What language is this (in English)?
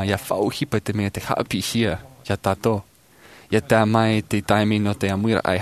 Tahitian